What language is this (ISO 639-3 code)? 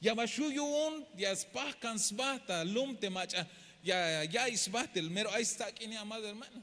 tzh